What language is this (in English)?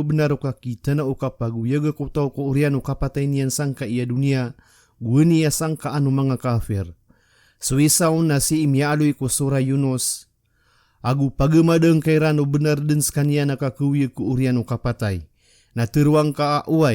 Maranao